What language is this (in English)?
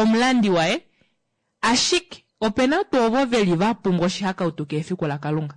Kuanyama